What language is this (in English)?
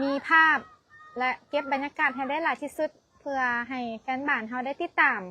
Lao